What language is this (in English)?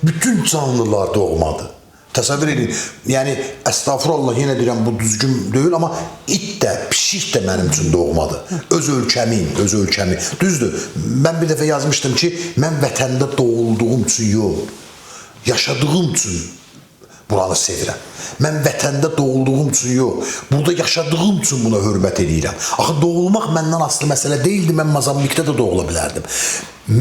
Azerbaijani